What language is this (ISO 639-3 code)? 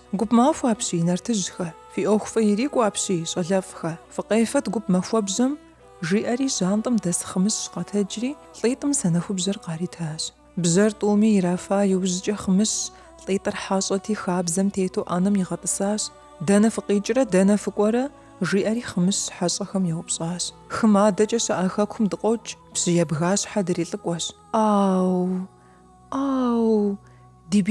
kbd